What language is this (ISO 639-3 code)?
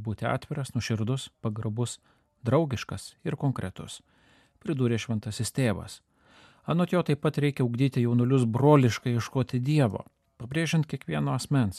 lit